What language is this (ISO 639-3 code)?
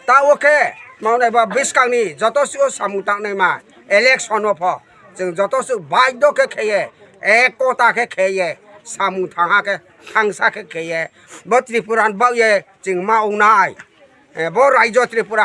ria